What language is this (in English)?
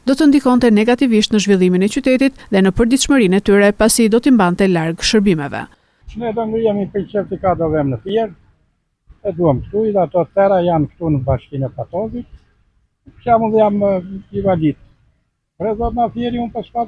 Albanian